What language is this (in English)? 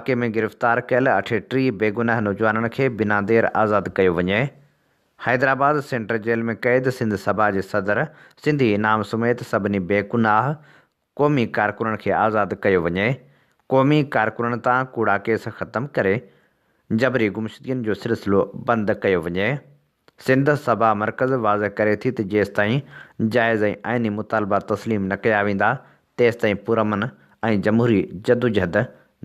Sindhi